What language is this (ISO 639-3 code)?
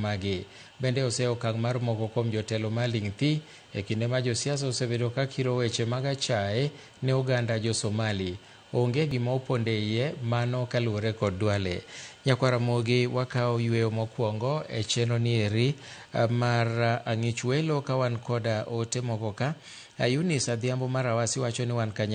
luo